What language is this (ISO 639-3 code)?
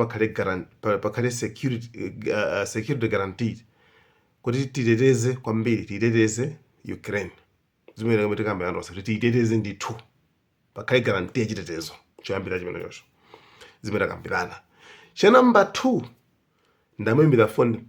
nya